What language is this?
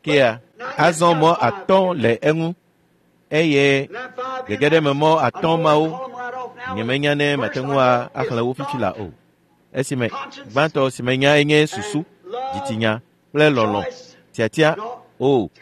Ewe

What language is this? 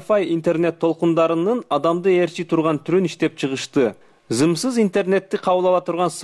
Kyrgyz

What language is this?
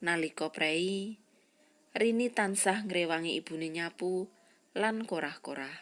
Javanese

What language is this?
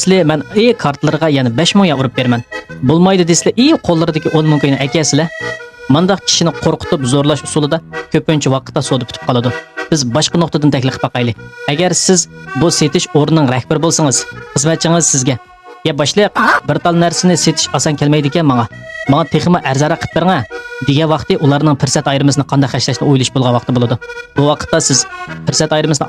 Uyghur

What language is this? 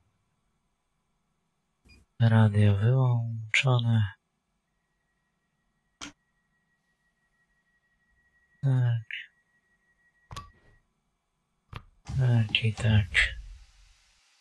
Polish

